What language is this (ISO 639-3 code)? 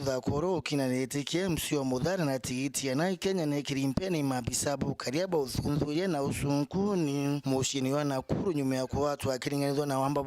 mer